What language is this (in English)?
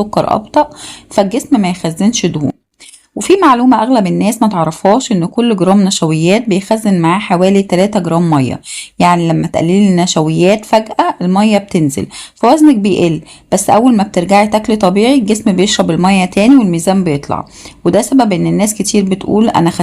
Egyptian Arabic